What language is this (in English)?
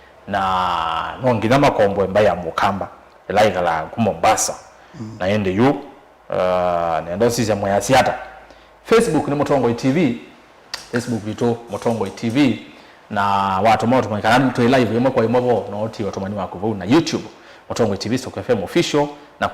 Kamba